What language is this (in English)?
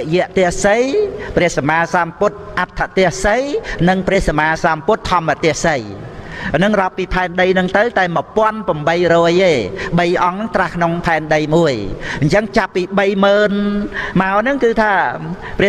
Khmer